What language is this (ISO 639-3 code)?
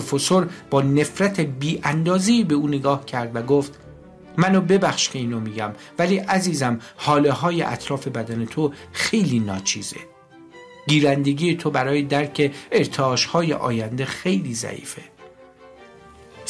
fas